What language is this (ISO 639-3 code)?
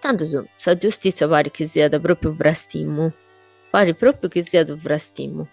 srd